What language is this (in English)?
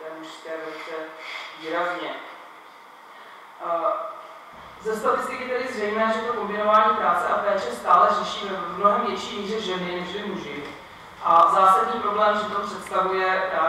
Czech